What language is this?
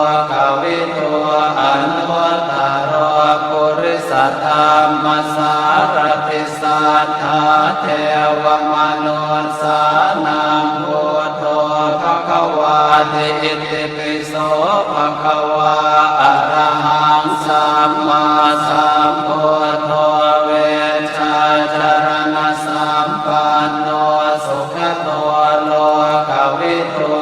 Pali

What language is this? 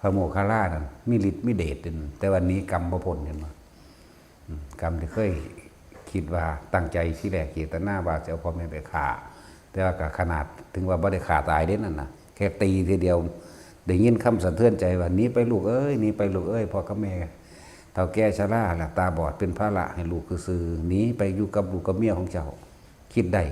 Northeastern Thai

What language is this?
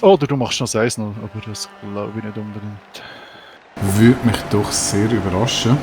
Swiss German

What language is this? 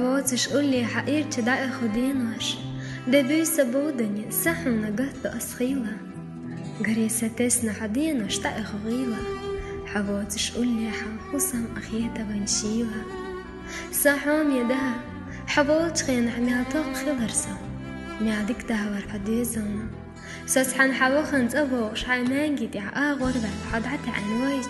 Chechen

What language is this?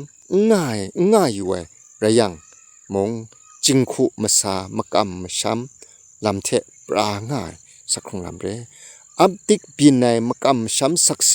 Kachin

